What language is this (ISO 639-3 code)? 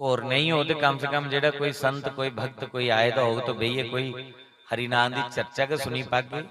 doi